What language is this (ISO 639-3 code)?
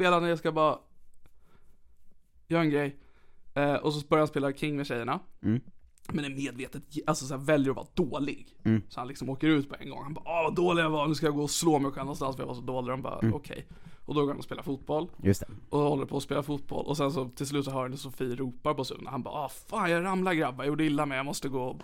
swe